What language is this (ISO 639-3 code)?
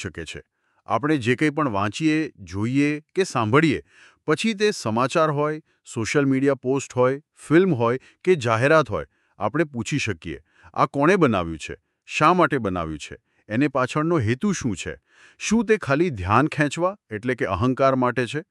guj